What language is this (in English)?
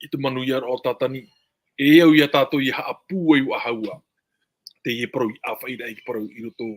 Tahitian